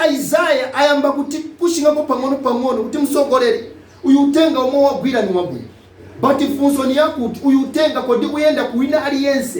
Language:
Nyanja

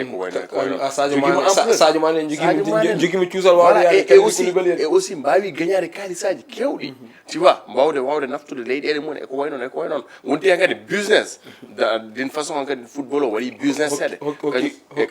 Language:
Fula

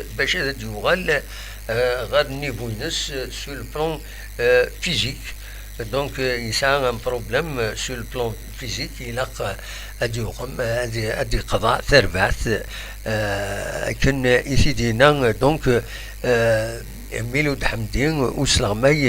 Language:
Kabyle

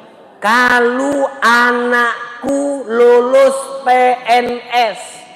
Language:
Musi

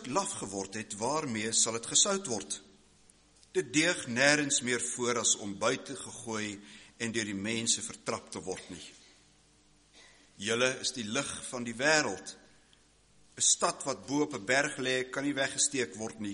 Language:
Afrikaans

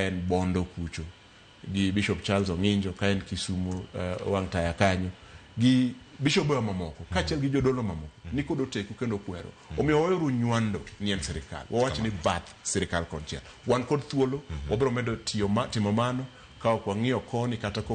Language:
Luo (Kenya and Tanzania)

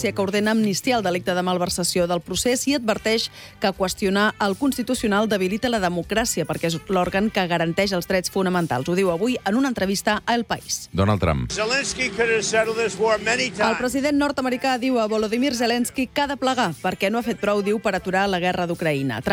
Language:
Catalan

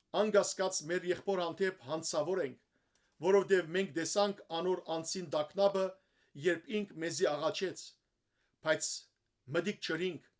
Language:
Western Armenian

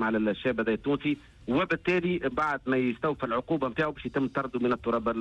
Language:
Tunisian Arabic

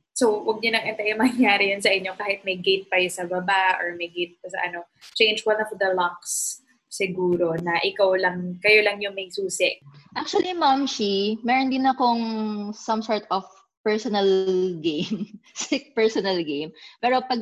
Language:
Filipino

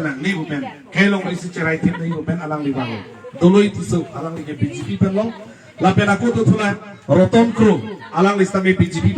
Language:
Karbi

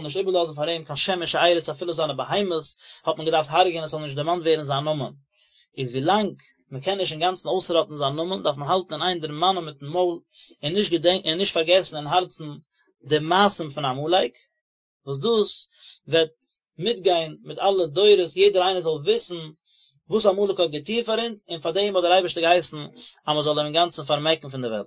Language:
Yiddish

